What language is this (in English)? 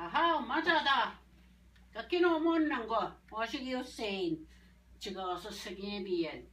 Ojibwa